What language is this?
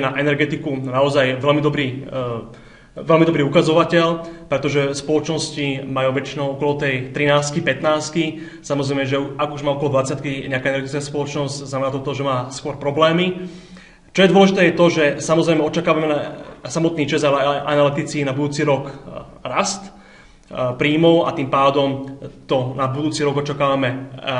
Slovak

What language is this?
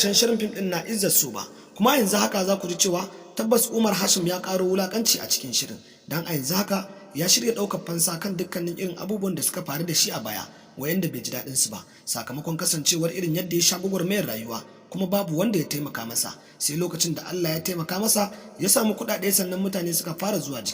Hausa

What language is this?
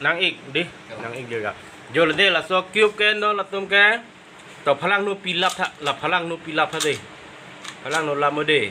Karbi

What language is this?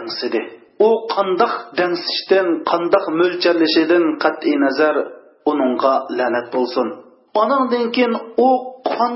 Uyghur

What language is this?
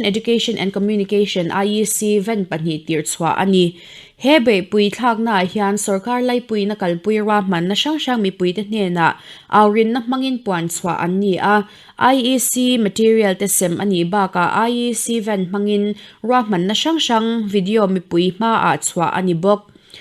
Mizo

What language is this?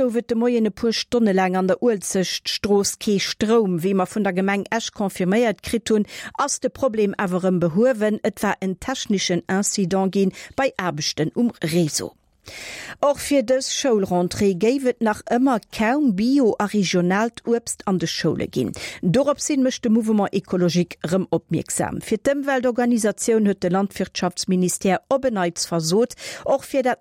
Luxembourgish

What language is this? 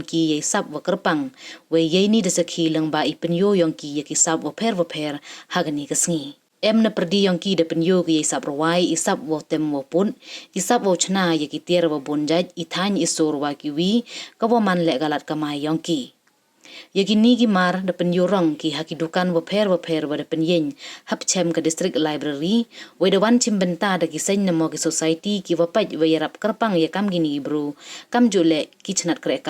Pnar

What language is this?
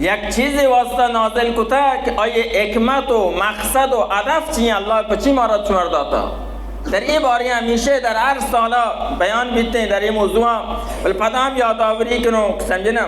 Baluchi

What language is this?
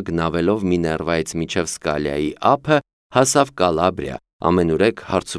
Armenian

